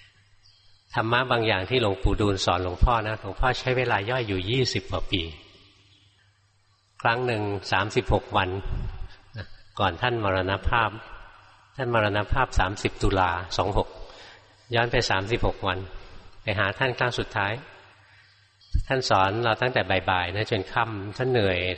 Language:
Thai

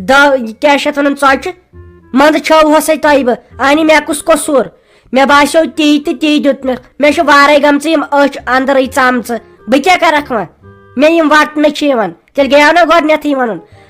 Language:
Kashmiri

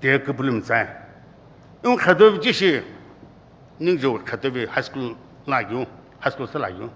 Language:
Sumi Naga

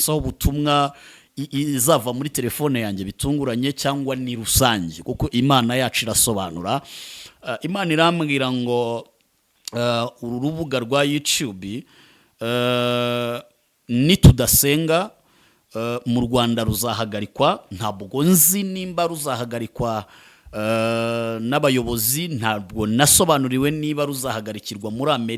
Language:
Kinyarwanda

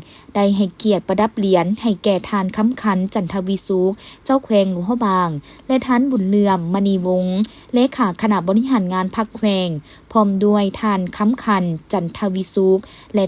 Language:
Lao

